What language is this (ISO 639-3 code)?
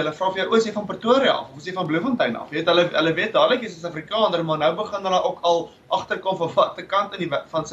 afr